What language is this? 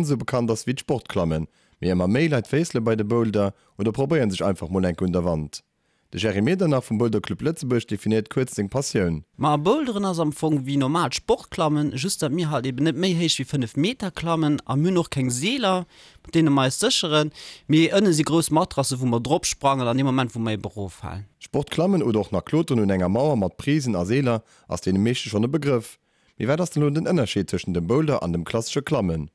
Luxembourgish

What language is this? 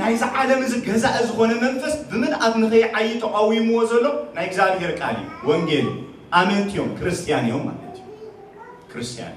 Tigrinya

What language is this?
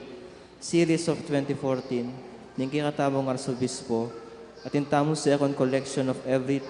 Pampanga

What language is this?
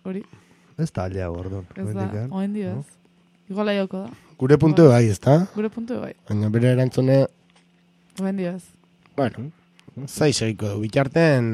Basque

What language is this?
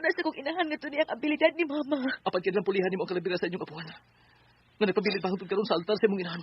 Cebuano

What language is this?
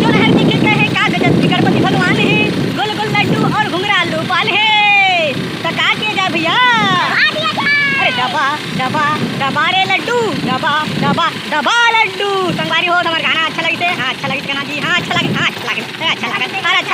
Chhattisgarhi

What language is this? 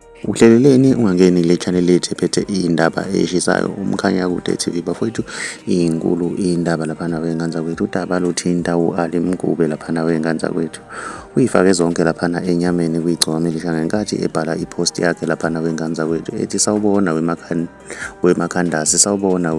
Zulu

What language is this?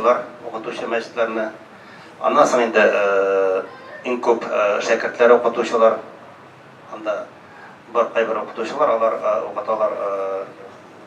Tatar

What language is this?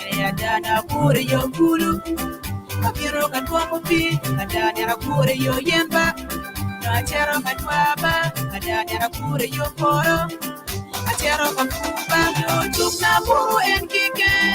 Acoli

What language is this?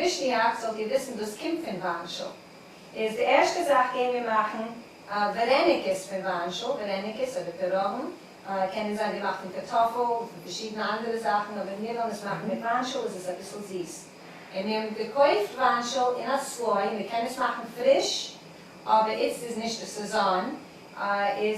Yiddish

